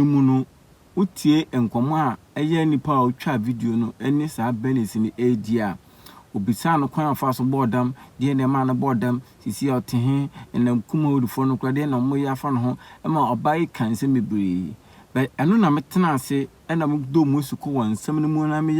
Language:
Akan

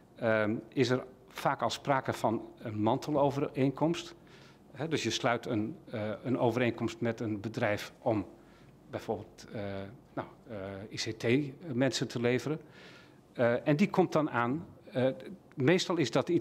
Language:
Dutch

